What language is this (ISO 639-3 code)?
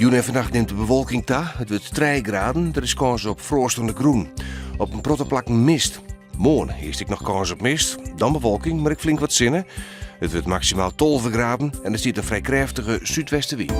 fry